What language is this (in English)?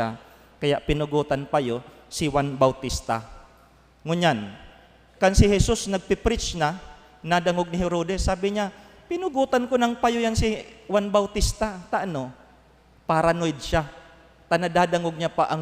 Bikol